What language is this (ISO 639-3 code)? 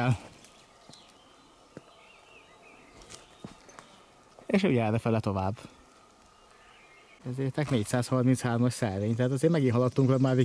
hun